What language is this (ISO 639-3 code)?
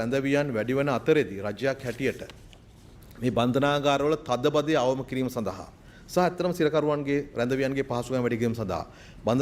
sin